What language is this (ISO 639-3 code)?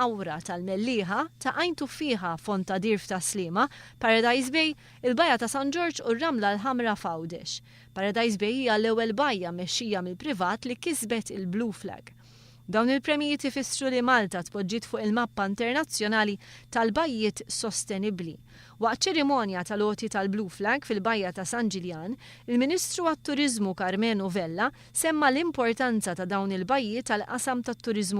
mlt